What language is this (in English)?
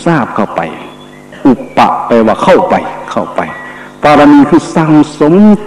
Thai